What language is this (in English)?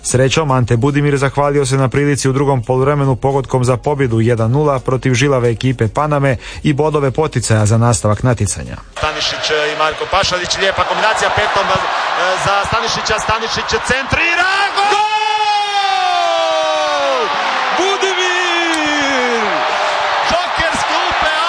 Croatian